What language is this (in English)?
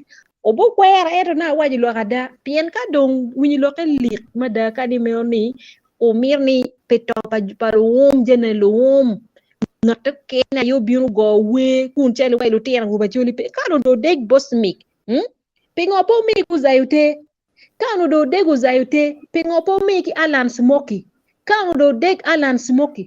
Acoli